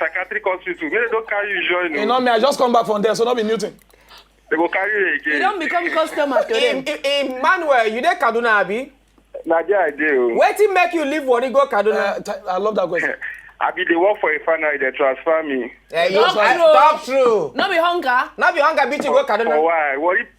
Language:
Nigerian Pidgin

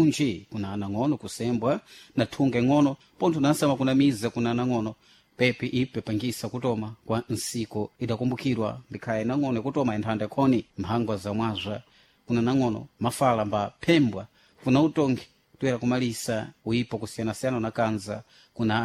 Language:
Sena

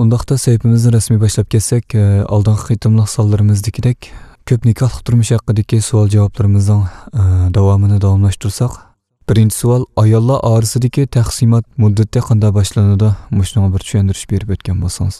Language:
Uyghur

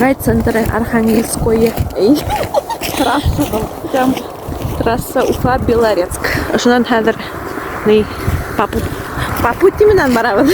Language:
Bashkir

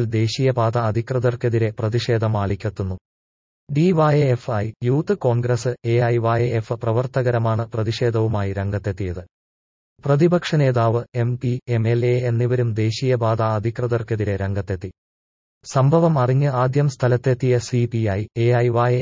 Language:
Malayalam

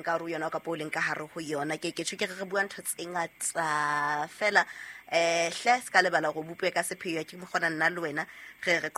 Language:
Southern Sotho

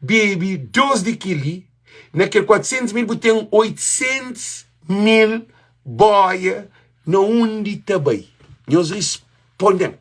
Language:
Kabuverdianu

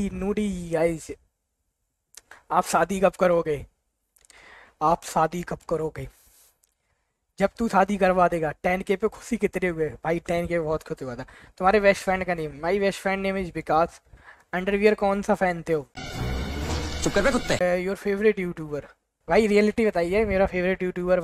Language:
Hindi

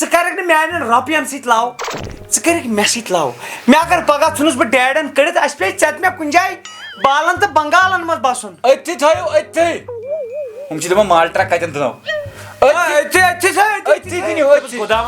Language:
Kashmiri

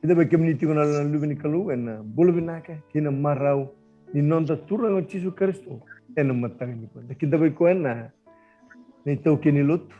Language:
Fijian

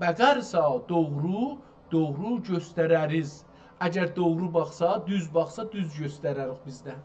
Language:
South Azerbaijani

